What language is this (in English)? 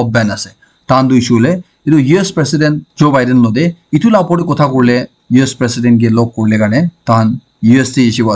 Naga Pidgin